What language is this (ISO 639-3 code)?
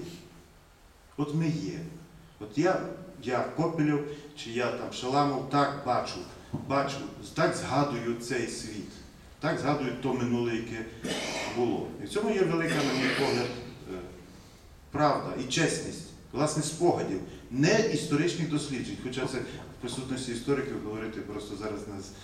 ukr